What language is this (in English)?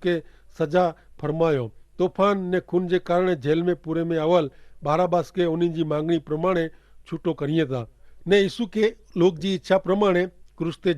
Kachhi